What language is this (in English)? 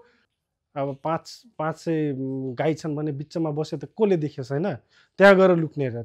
Nepali